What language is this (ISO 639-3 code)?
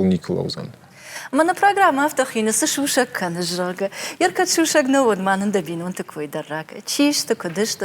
oss